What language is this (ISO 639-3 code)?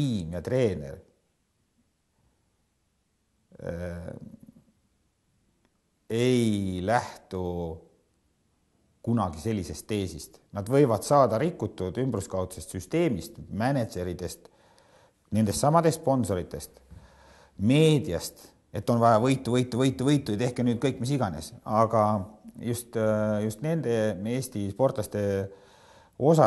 est